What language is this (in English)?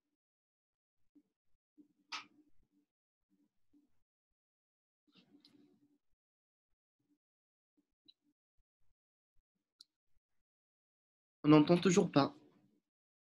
French